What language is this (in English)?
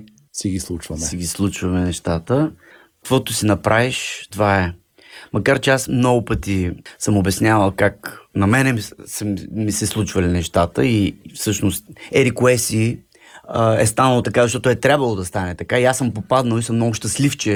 Bulgarian